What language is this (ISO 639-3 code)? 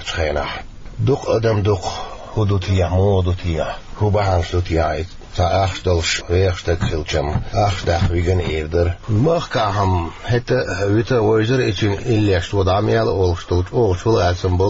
che